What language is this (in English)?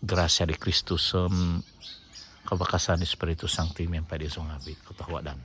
Central Dusun